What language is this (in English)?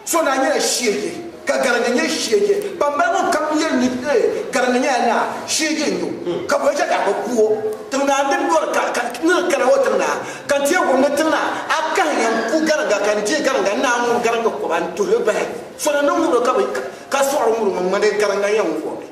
Dagbani